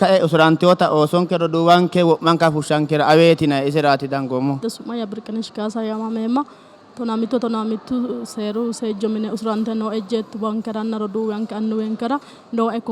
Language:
Sidamo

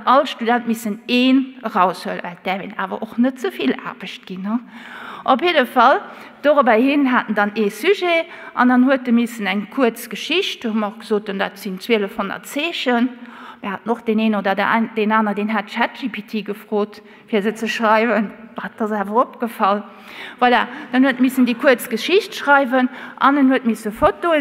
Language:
Luxembourgish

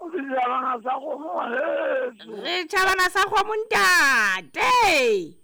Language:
Southern Sotho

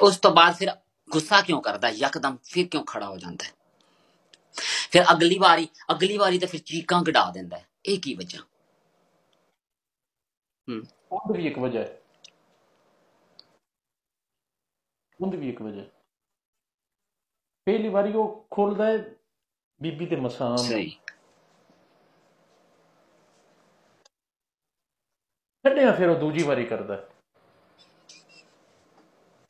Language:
Punjabi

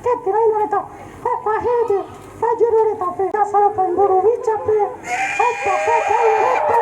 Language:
Guarani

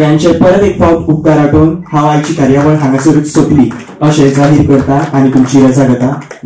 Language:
Konkani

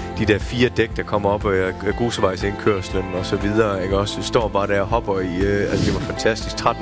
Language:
Danish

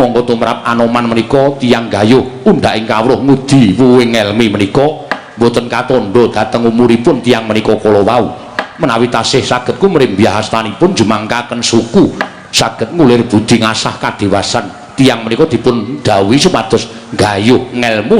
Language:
Javanese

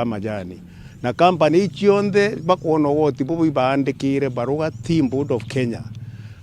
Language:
Meru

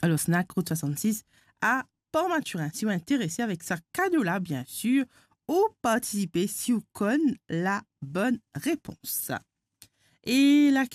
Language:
Morisyen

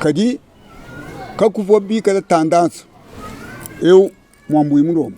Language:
Luba-Lulua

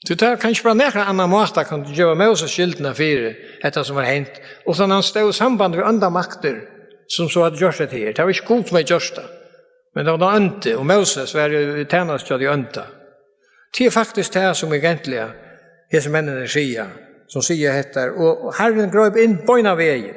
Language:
Faroese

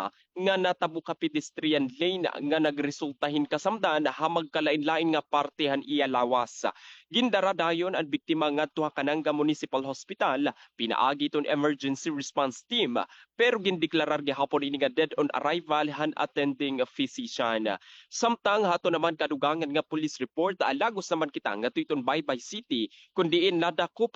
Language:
Waray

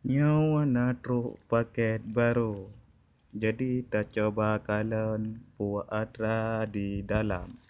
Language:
Achinese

